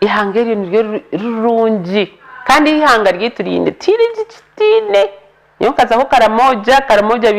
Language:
Nyankole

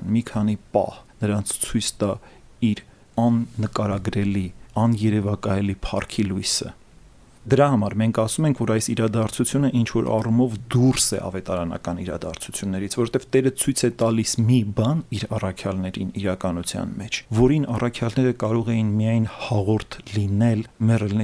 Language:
Armenian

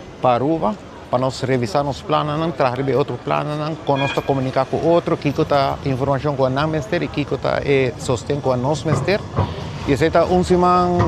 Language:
Papiamento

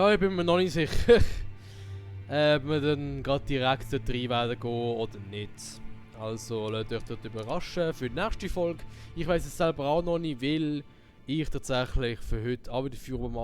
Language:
Swiss German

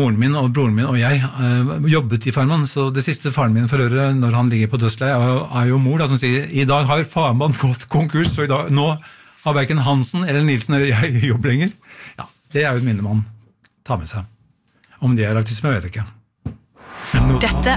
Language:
Norwegian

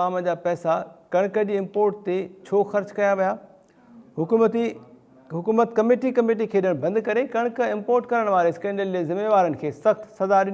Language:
Sindhi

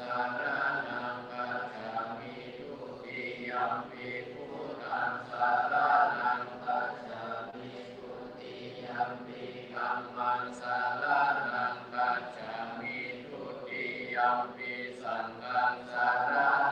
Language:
Pali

